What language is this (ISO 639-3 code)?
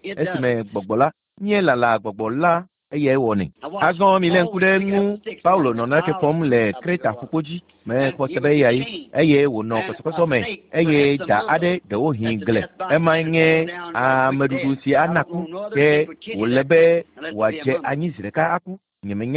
ewe